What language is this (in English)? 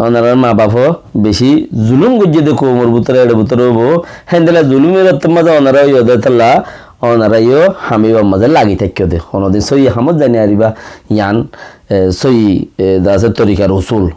Rohingya